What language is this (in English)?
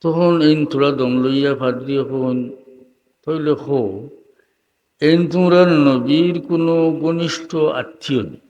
Sylheti